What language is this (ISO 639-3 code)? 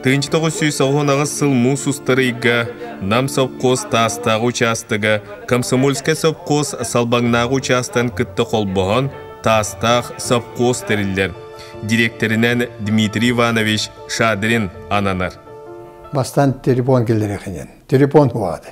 sah